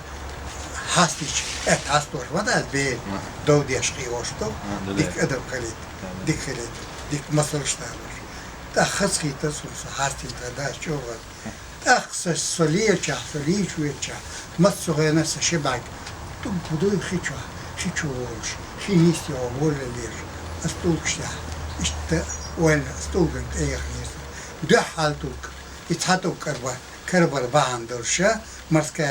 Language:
Chechen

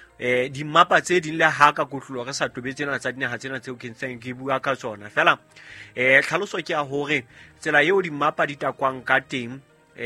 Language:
Southern Sotho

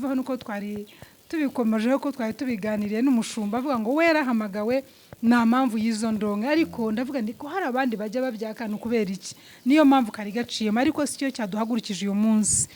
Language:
Kinyarwanda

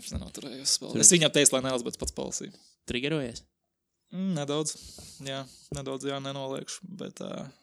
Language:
Latvian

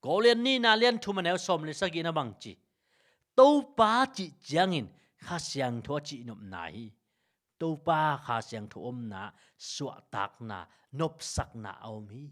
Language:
Tedim Chin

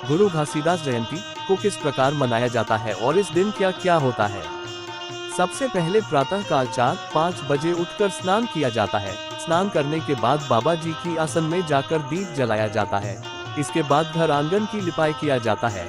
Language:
Chhattisgarhi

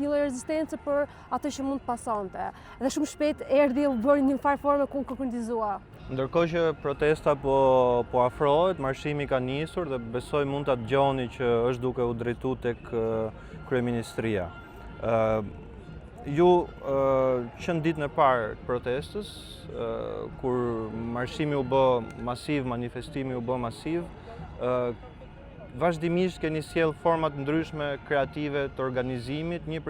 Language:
Albanian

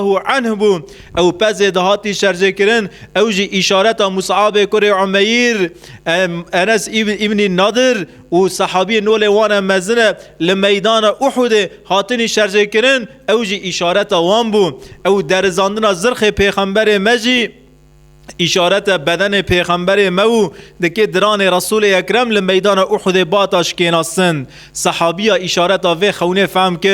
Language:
Kurdish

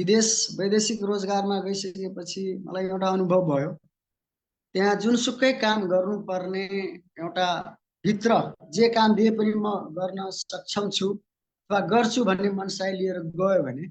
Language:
Nepali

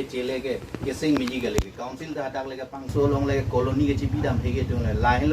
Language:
Karbi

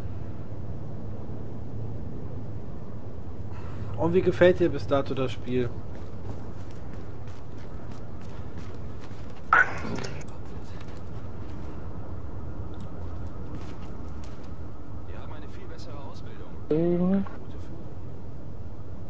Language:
German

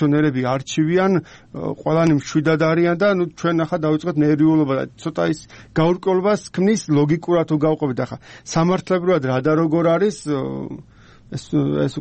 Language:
Georgian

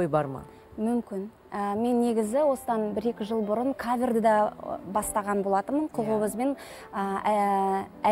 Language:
Kazakh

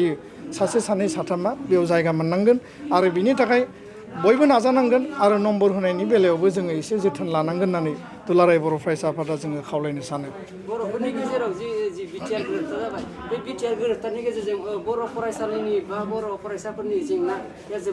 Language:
Bodo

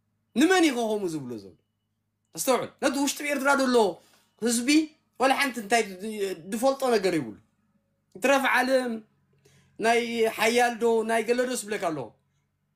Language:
Tigrinya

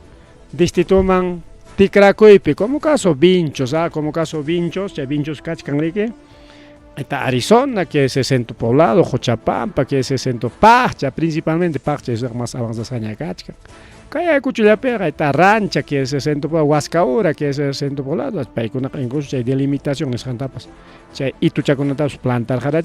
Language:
Ayacucho Quechua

